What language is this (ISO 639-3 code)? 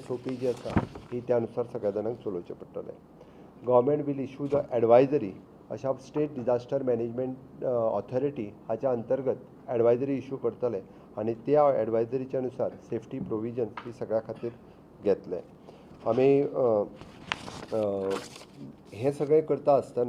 kok